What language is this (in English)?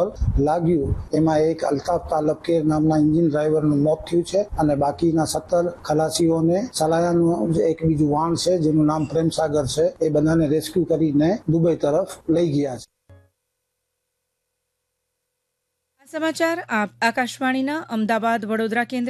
Gujarati